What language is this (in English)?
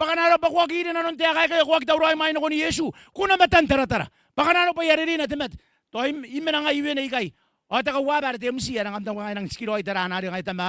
Gilbertese